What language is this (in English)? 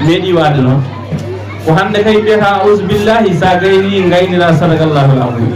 Fula